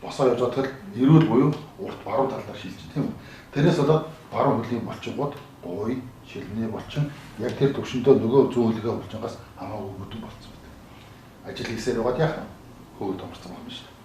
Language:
Mongolian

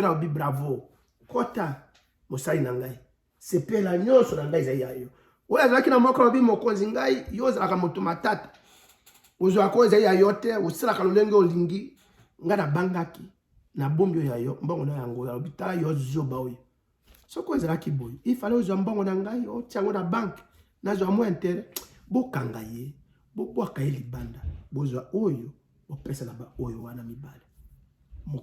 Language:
Lingala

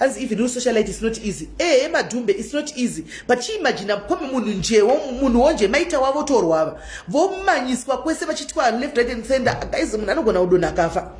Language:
Shona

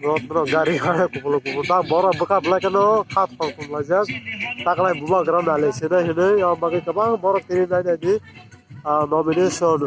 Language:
Kok Borok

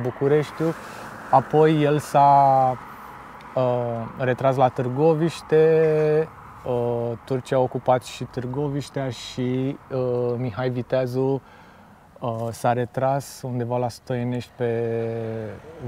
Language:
Romanian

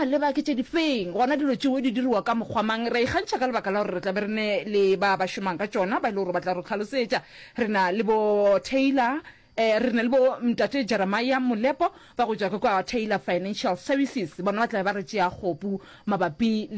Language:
Northern Sotho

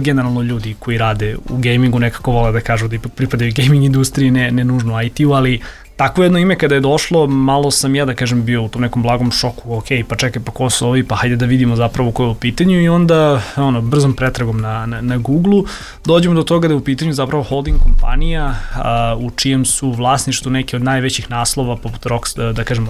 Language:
Serbian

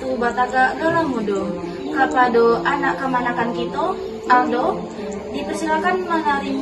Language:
Minangkabau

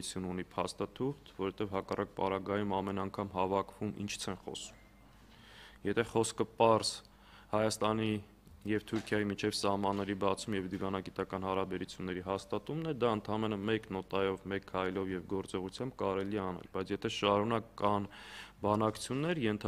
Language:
Armenian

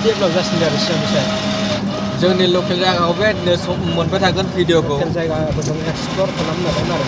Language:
Bodo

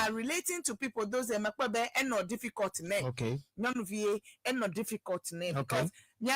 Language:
Ewe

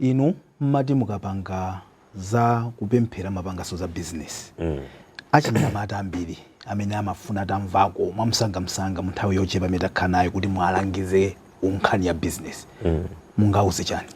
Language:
Nyanja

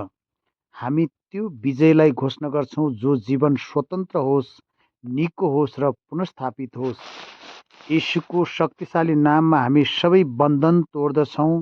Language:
Nepali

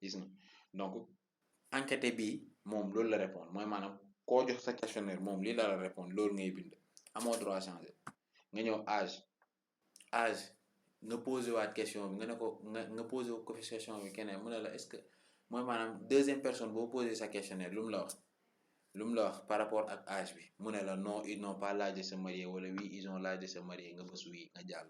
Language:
Wolof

